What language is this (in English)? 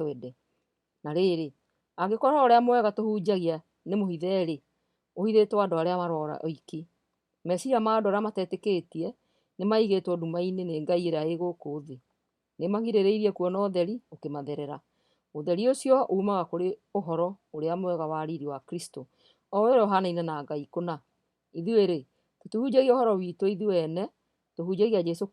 Kikuyu